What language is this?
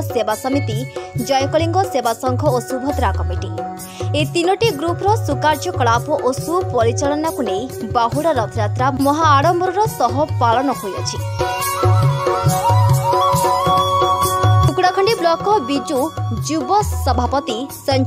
Odia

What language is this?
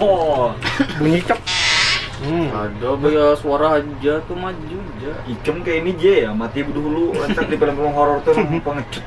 Banjar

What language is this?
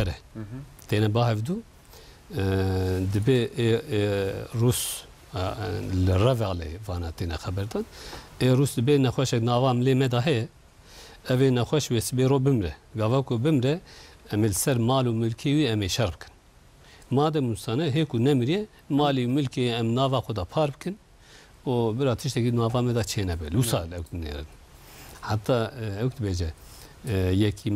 Kurdish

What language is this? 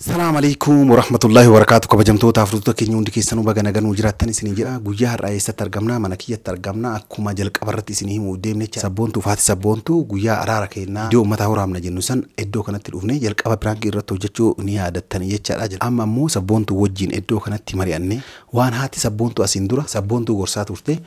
Oromo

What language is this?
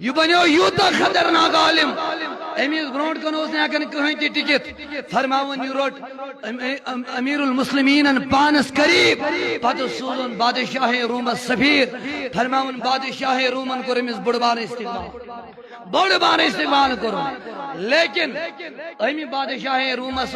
Kashmiri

